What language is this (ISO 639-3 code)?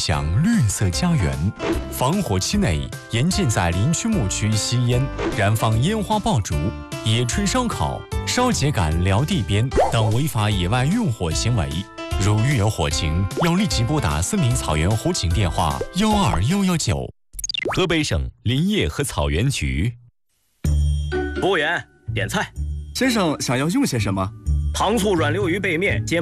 zho